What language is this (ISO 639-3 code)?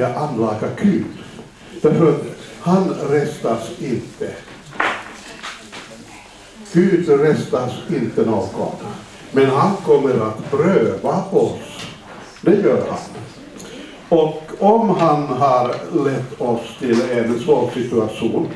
swe